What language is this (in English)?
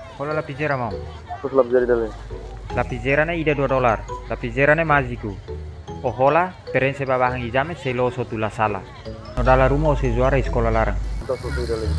Tetum